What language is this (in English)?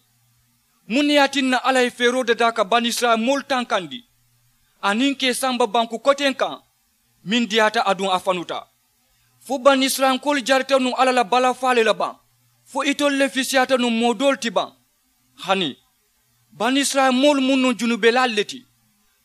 Mandingo